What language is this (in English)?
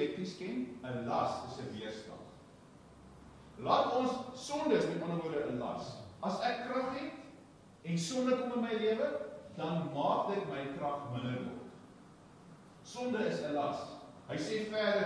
Afrikaans